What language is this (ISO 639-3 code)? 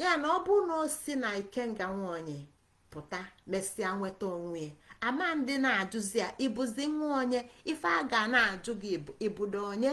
ibo